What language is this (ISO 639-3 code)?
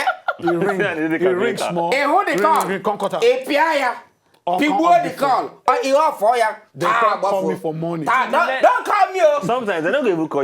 pcm